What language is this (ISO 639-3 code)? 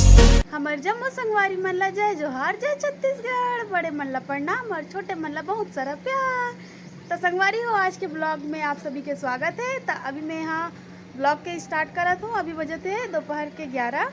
hne